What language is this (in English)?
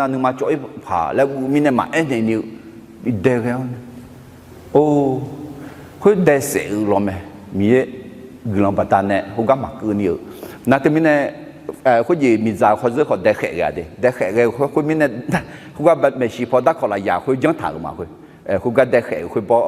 Akha